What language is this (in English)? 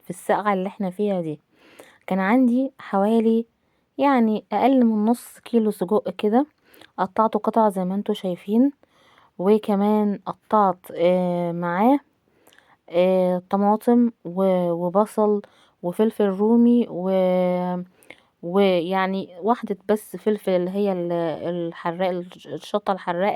Egyptian Arabic